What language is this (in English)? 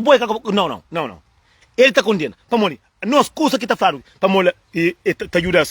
Kabuverdianu